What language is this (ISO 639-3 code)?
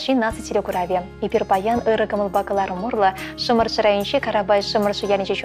chv